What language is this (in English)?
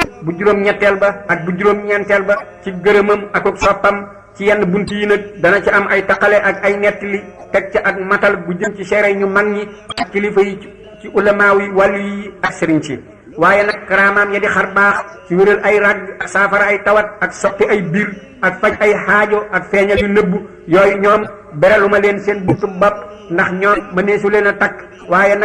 Wolof